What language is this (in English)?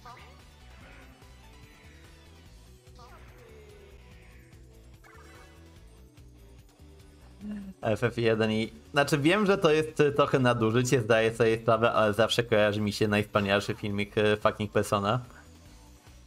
Polish